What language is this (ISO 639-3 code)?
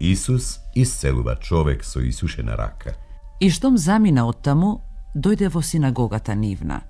mkd